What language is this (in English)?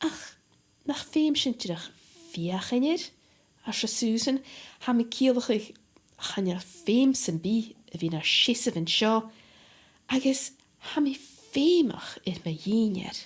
Scottish Gaelic